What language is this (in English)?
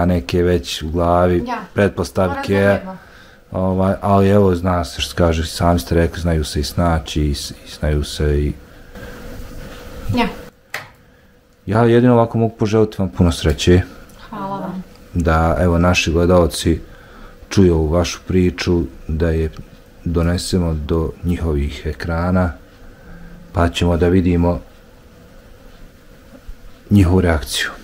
Bosnian